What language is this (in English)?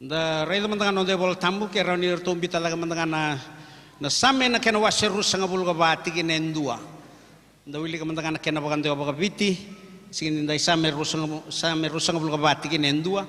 Fijian